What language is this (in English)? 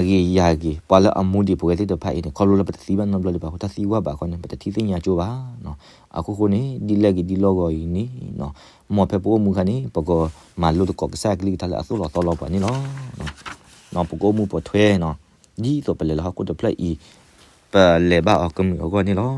S'gaw Karen